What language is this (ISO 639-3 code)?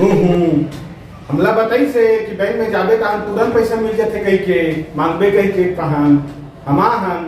hne